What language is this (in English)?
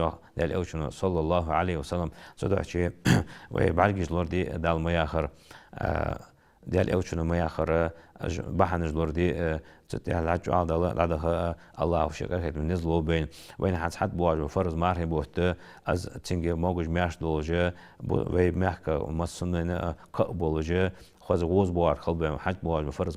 Ingush